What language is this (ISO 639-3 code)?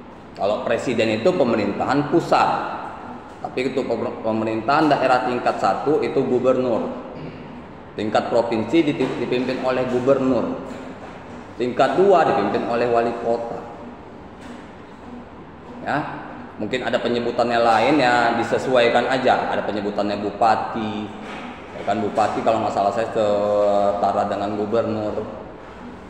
ind